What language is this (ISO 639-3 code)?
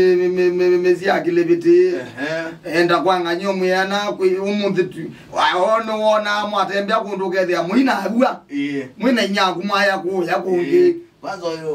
kam